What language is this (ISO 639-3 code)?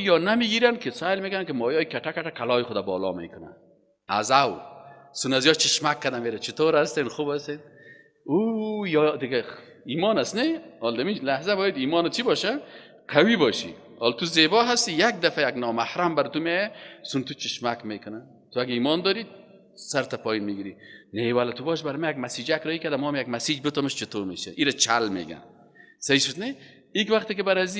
fas